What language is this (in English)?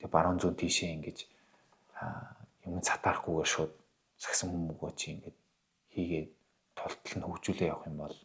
Mongolian